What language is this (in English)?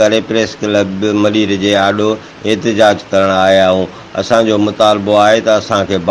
Sindhi